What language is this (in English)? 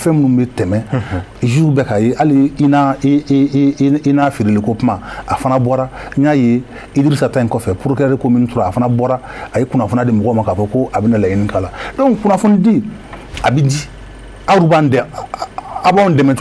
Bambara